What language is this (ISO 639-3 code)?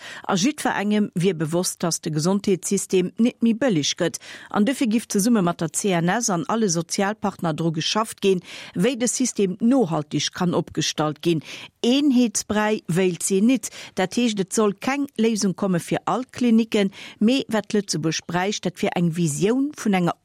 ltz